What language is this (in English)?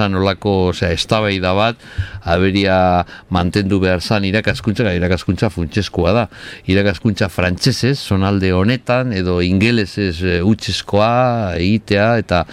Basque